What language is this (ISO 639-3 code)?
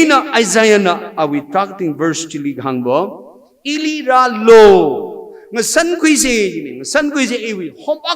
nmf